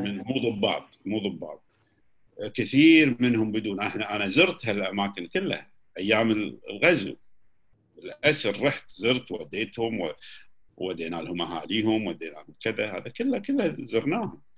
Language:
Gulf Arabic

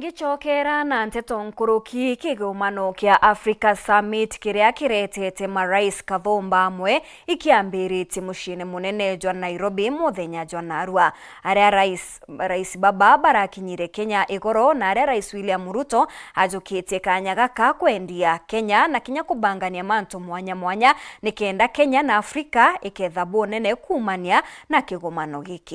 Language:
Meru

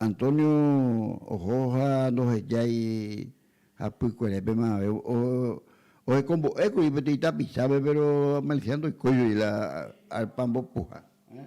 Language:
Guarani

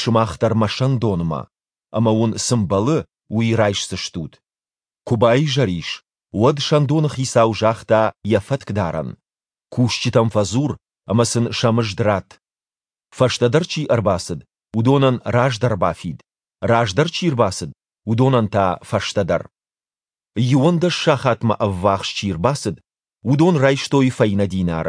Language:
Ossetic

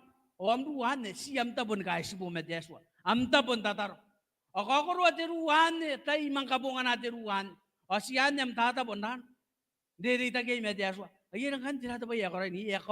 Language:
Gilbertese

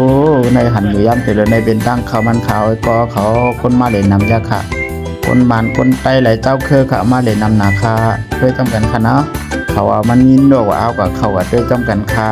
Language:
Shan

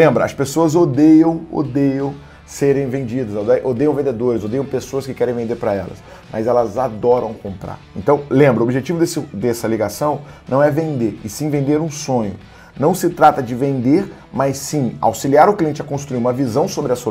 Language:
Portuguese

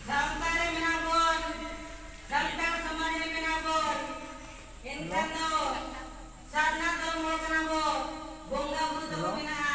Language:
Santali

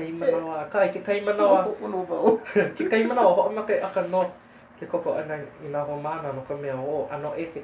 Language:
Hawaiian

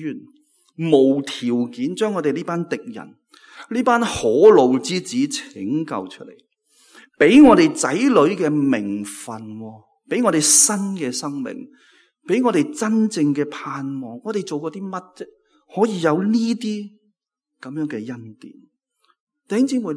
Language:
Cantonese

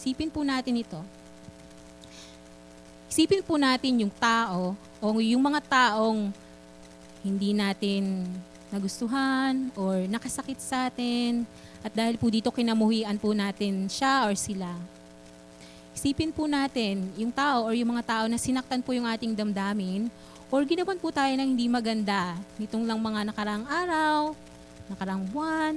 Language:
Filipino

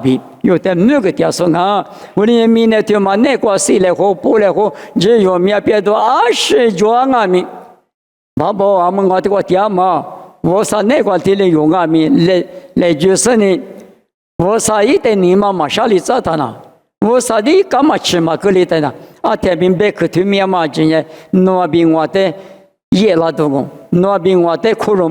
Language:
Lisu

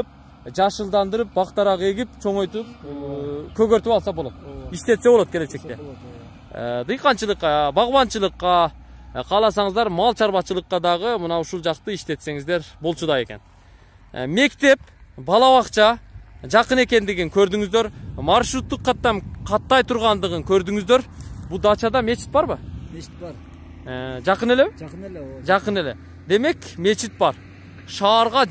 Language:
Kyrgyz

